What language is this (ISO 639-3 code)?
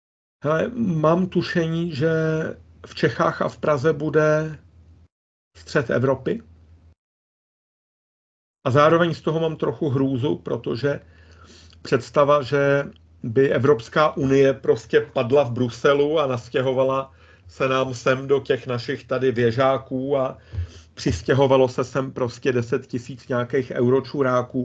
ces